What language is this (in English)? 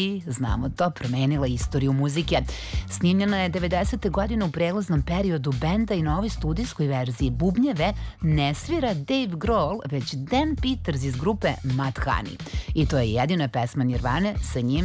Serbian